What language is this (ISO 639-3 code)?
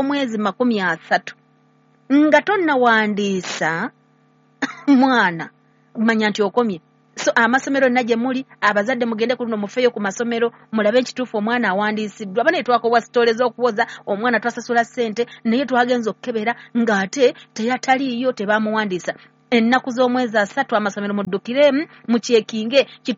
lug